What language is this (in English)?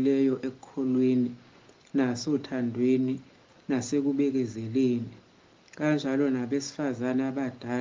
Zulu